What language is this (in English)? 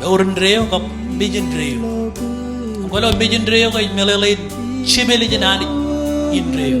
Marshallese